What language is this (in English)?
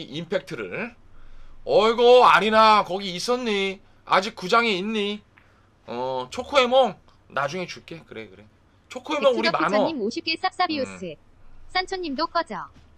Korean